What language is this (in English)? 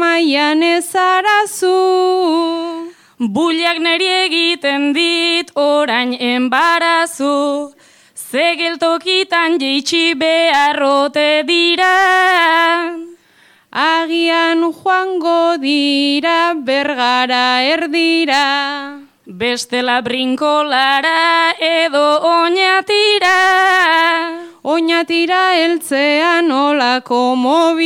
Basque